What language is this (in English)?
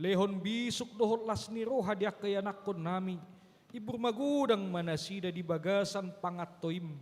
Batak Toba